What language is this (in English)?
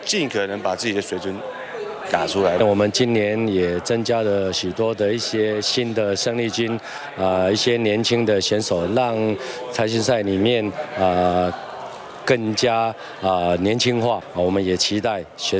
Chinese